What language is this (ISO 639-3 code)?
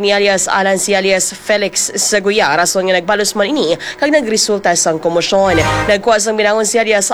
hil